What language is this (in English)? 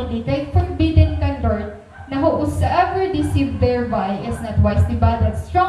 Waray